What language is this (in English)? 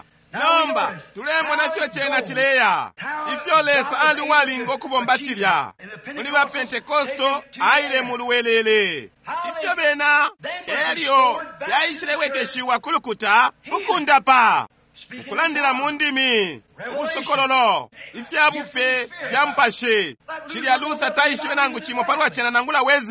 Bemba